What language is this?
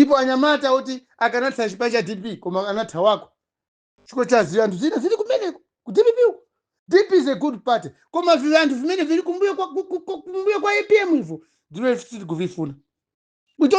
Nyanja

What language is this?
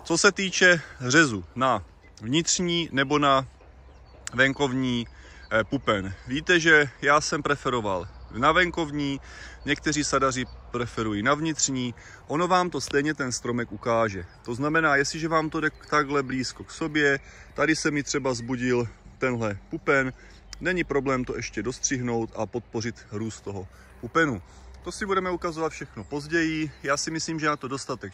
Czech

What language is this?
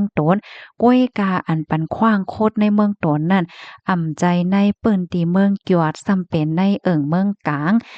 Shan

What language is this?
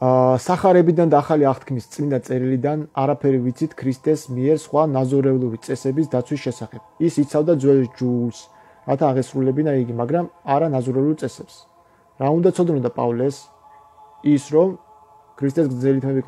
Georgian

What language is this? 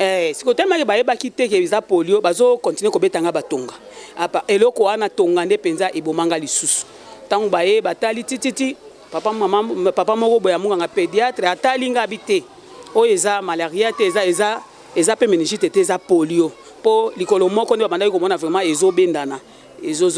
Lingala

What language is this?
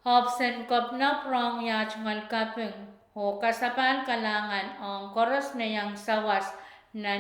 Pohnpeian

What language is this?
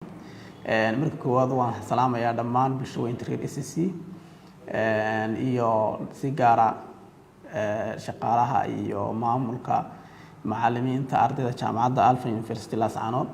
Somali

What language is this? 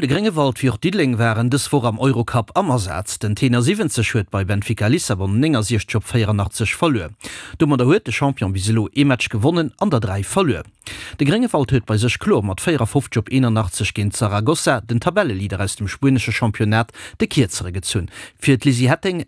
Luxembourgish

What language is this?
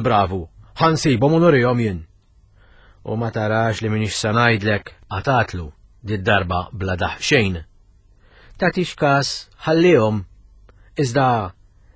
Maltese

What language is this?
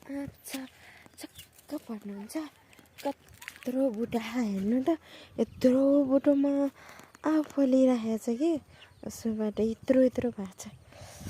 Nepali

